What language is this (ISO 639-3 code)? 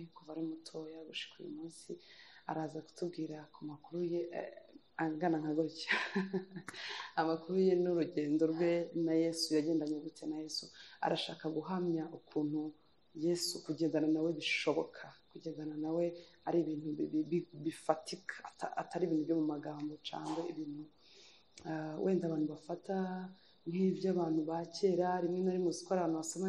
kin